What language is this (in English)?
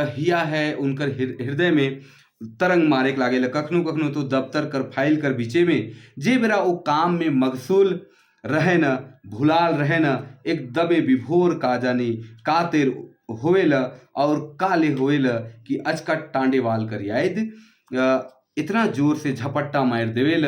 Sadri